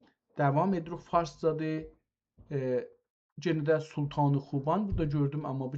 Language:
South Azerbaijani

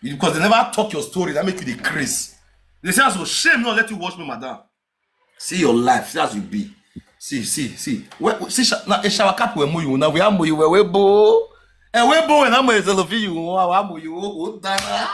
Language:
Nigerian Pidgin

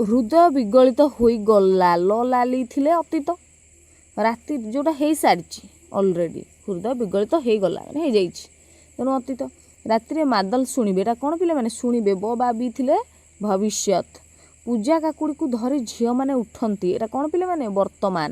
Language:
Odia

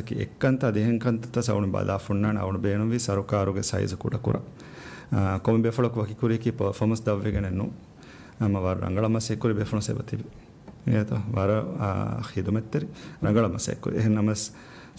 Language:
Divehi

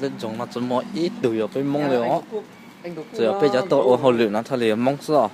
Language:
Hmong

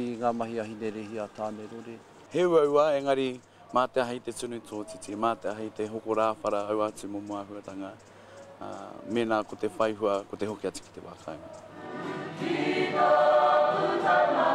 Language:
Māori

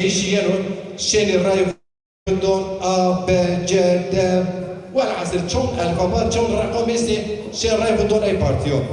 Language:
Zaza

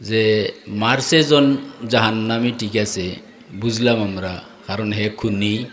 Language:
Sylheti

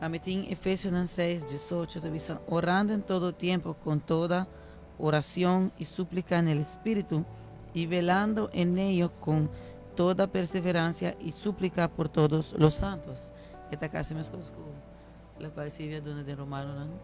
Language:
Papiamento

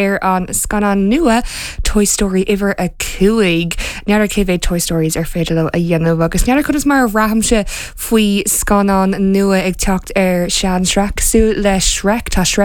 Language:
Irish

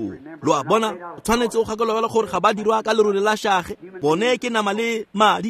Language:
Tswana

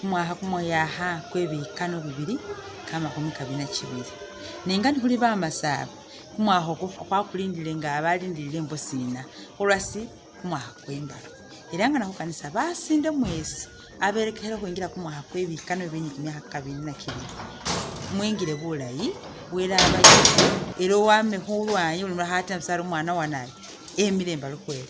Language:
Masaaba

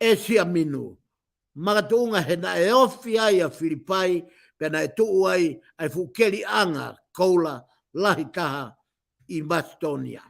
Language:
Tongan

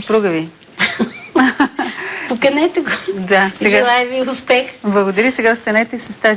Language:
Bulgarian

